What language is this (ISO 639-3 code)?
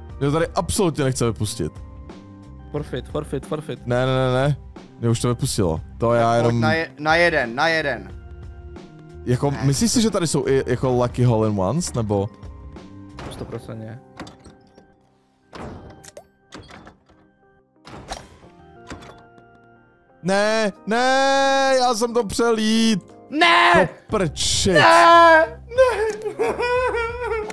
ces